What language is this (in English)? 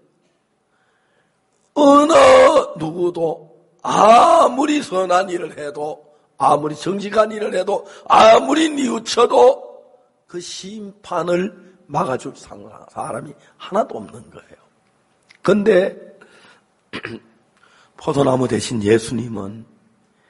Korean